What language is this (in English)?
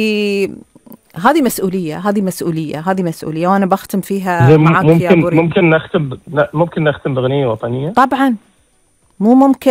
Gulf Arabic